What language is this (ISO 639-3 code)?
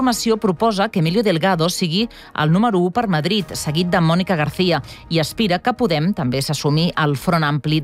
cat